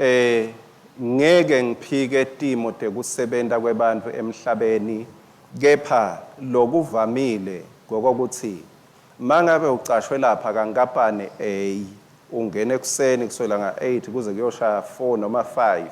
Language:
Swati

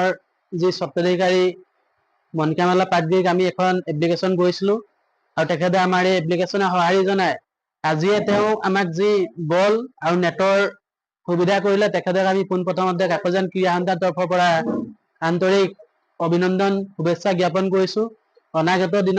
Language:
Assamese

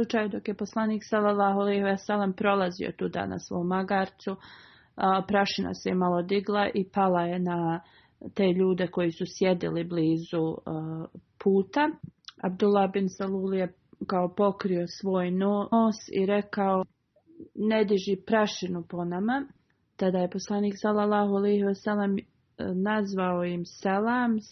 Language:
Bosnian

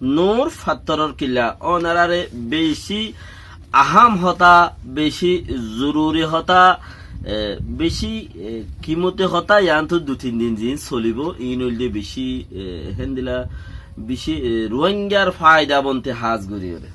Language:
Rohingya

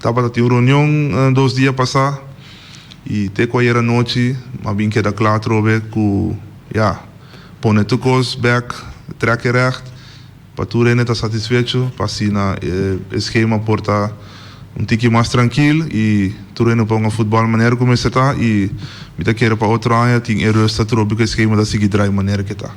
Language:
Papiamento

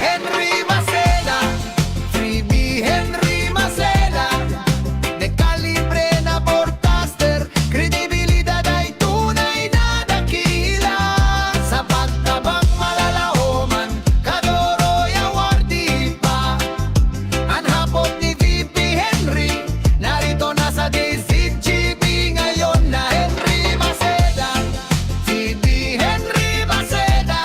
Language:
Bikol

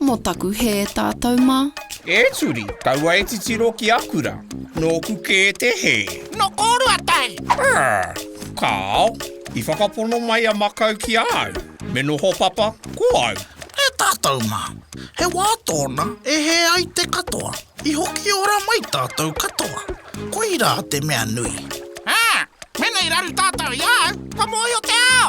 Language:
Māori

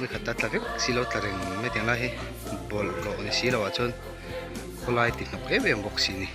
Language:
Mizo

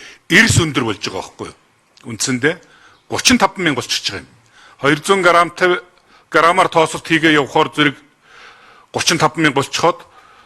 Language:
Mongolian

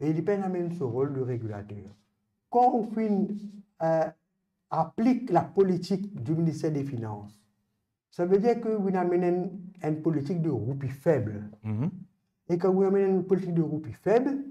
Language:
Morisyen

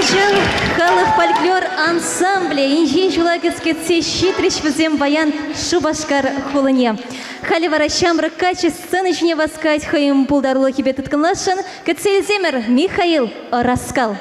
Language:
Chuvash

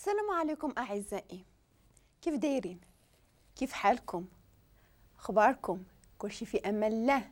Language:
Moroccan Arabic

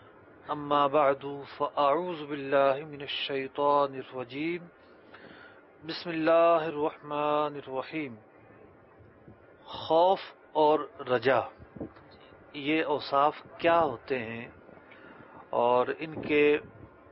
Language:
Urdu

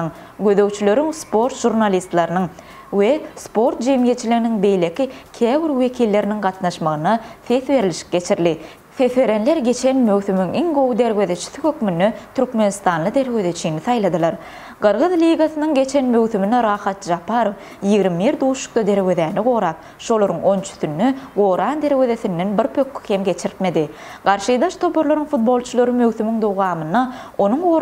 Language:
Turkmen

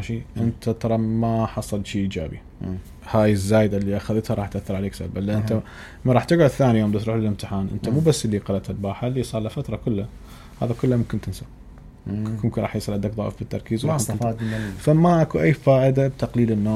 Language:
Mesopotamian Arabic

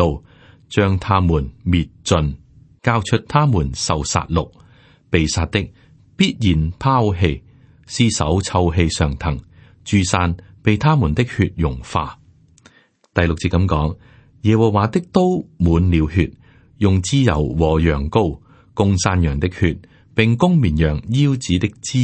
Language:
Cantonese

